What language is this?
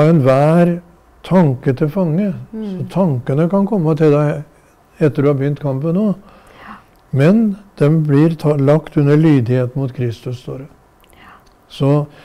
Norwegian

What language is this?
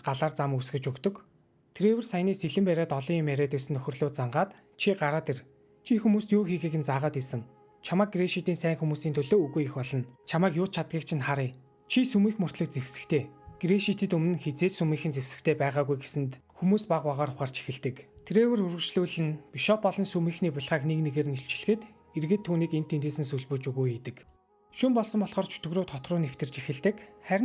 Mongolian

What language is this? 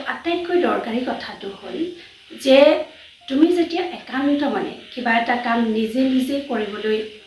Assamese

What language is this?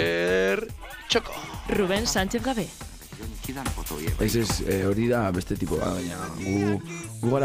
Basque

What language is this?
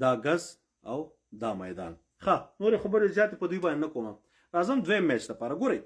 Pashto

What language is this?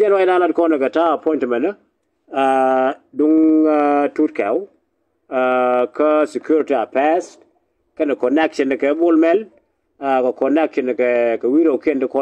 Nuer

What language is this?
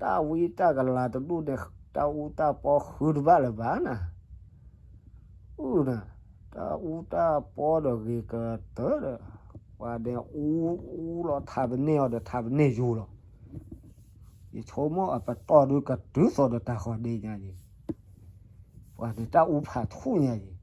S'gaw Karen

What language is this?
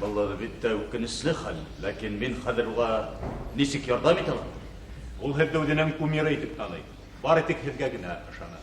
Bashkir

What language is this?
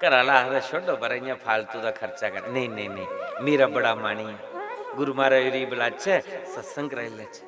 Dogri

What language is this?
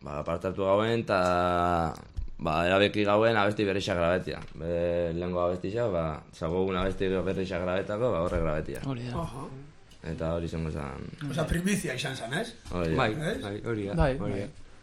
Basque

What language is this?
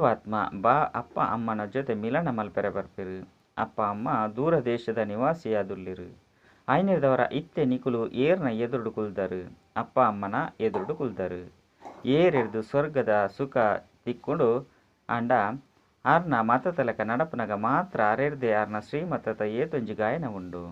Tulu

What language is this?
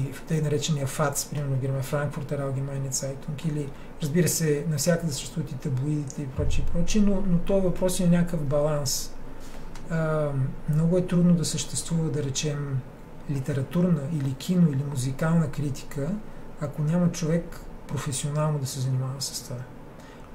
Bulgarian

